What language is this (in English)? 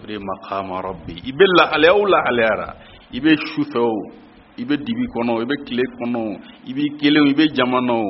Bambara